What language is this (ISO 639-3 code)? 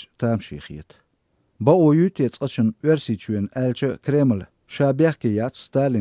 che